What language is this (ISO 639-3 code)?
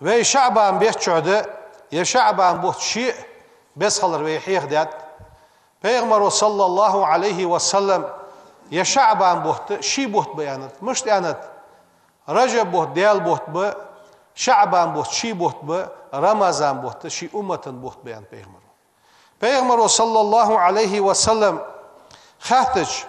inh